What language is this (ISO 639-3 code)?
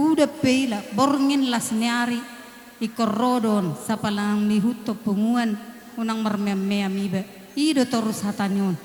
bbc